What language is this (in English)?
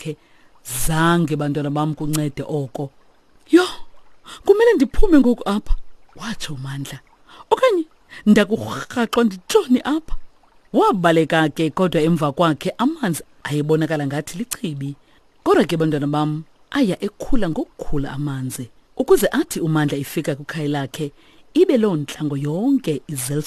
Xhosa